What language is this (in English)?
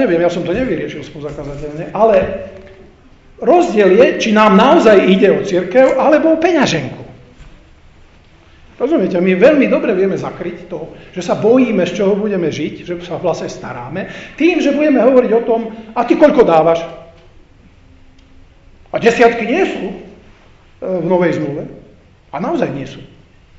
Slovak